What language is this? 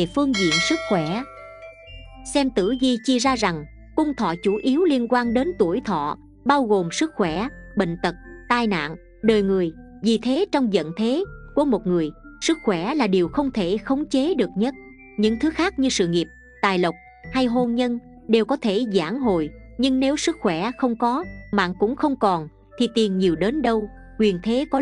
Vietnamese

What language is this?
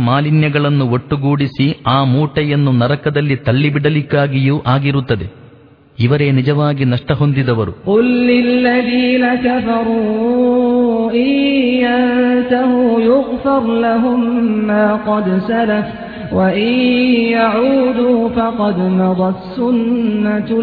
Kannada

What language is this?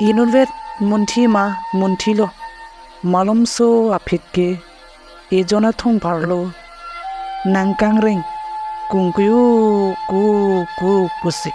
Karbi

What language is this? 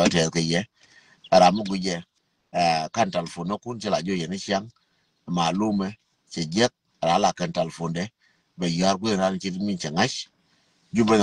Nuer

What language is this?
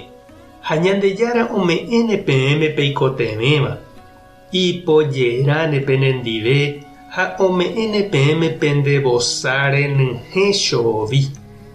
Guarani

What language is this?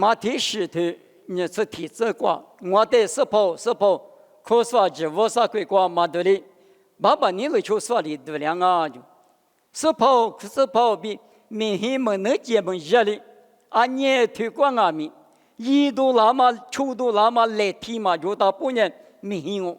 Lisu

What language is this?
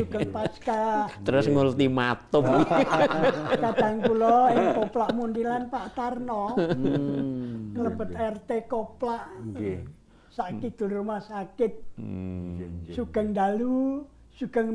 Javanese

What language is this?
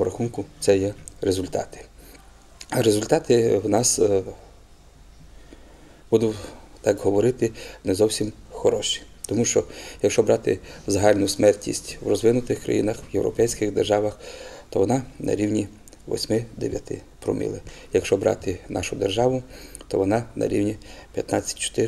Ukrainian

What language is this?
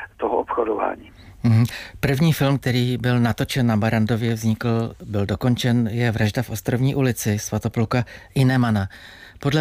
Czech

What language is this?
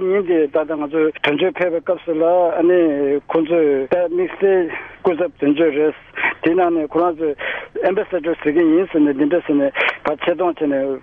Tibetan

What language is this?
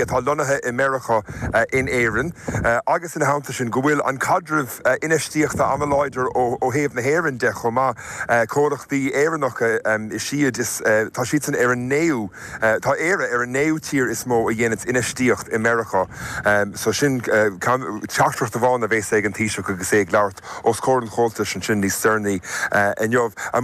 Irish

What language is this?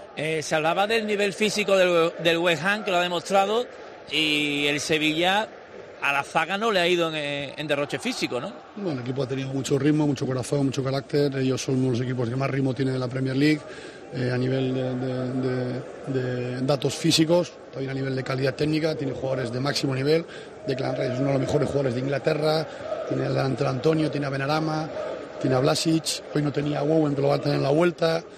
Spanish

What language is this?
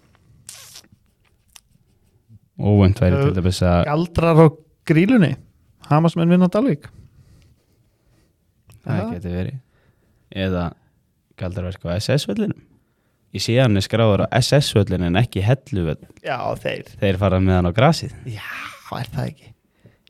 Icelandic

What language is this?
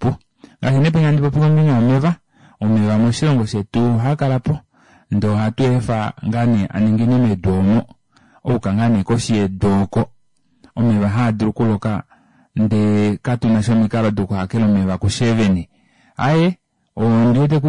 Kuanyama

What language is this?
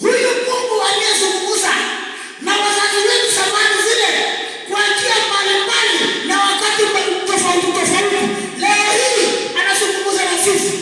Swahili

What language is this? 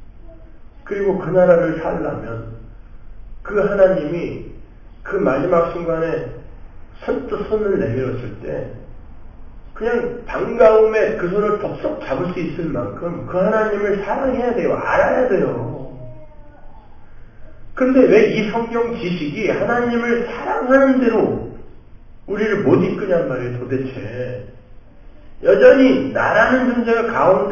Korean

